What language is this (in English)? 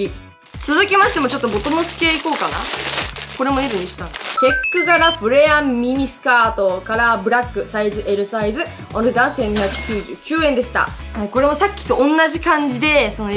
Japanese